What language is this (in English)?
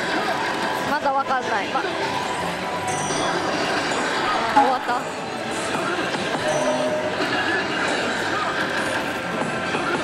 Japanese